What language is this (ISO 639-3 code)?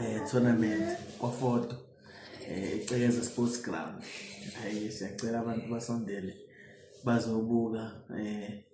zul